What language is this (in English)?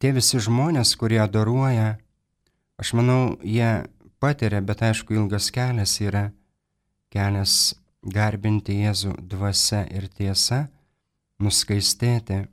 Lithuanian